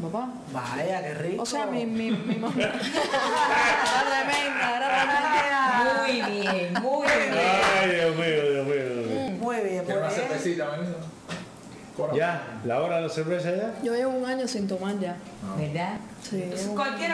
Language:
Spanish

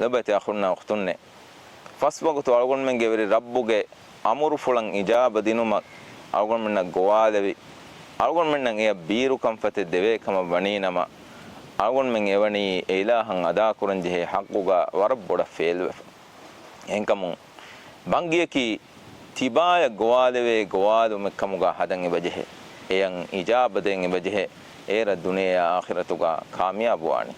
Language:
Divehi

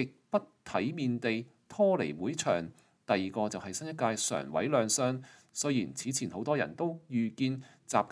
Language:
Cantonese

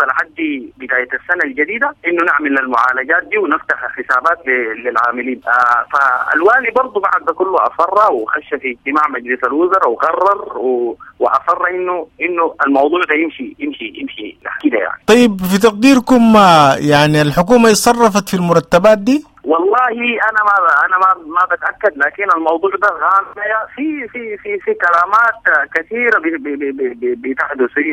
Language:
Sudanese Arabic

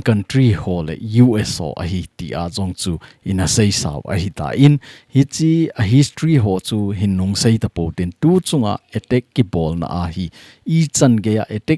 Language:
Thado Chin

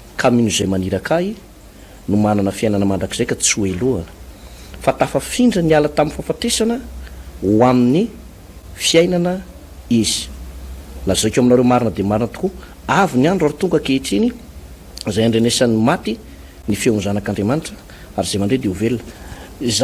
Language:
Malagasy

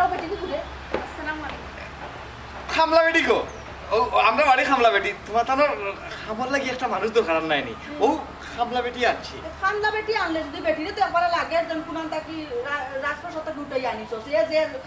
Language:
Sylheti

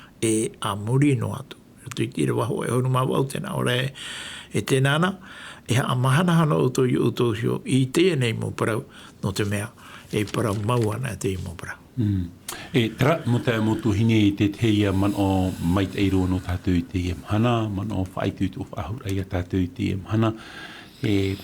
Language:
Tahitian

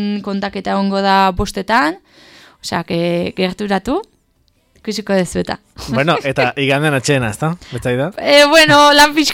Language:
Basque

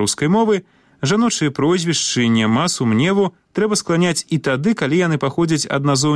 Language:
Belarusian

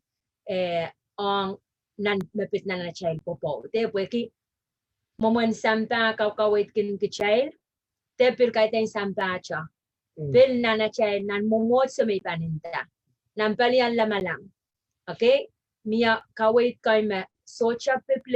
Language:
Pohnpeian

